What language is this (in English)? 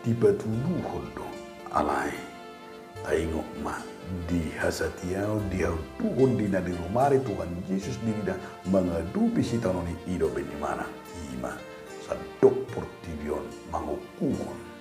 Batak Toba